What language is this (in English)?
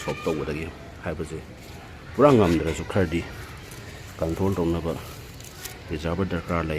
Manipuri